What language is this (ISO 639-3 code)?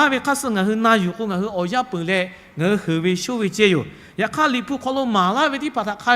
lhu